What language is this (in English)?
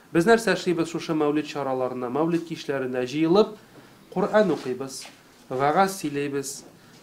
Tatar